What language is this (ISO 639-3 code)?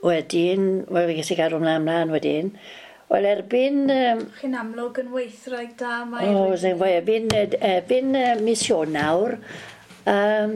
cym